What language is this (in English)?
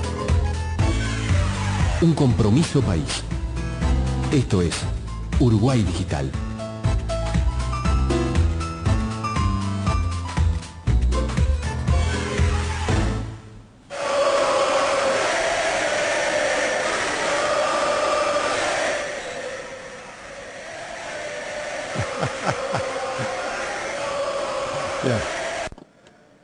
Russian